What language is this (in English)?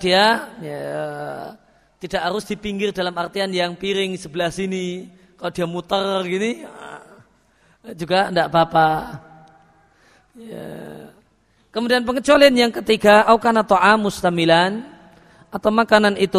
Indonesian